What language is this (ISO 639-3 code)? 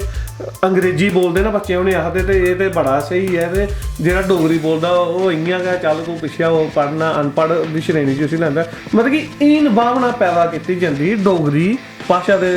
doi